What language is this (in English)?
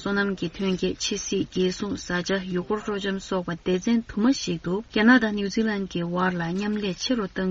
Tibetan